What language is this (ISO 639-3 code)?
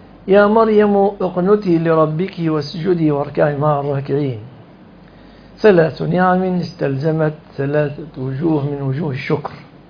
ara